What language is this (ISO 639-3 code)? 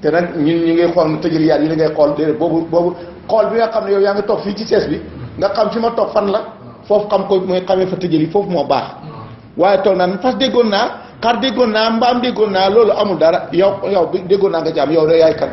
wol